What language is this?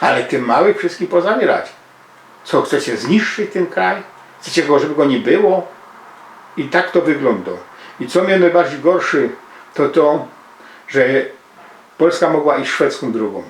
Silesian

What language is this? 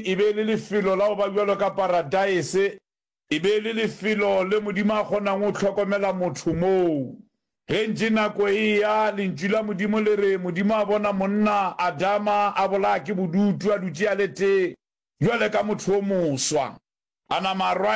Northern Sotho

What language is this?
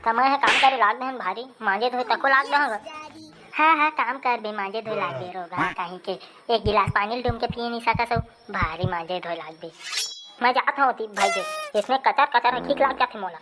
Chhattisgarhi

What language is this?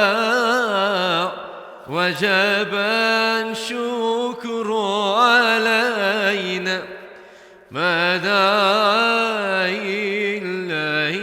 Central Kurdish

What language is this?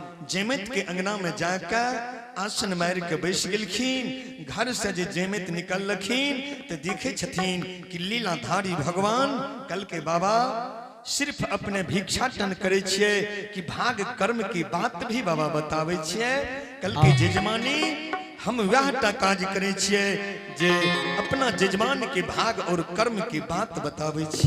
Angika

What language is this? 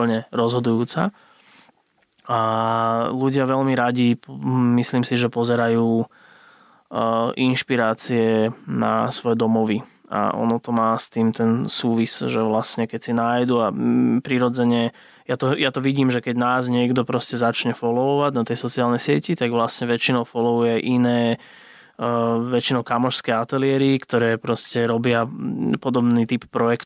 Slovak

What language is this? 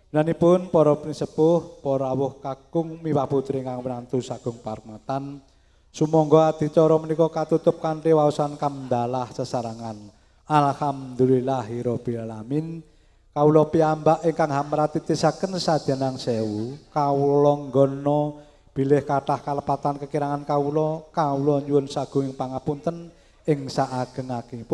Javanese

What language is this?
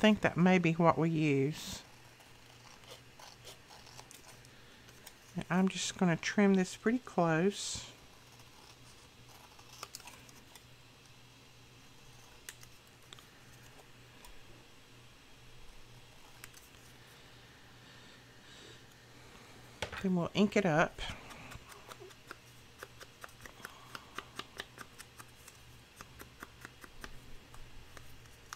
English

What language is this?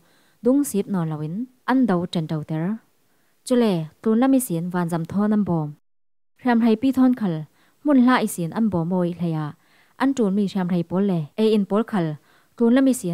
Falam Chin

